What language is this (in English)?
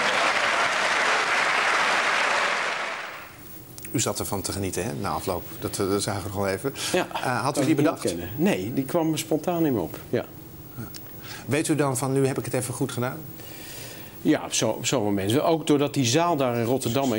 Dutch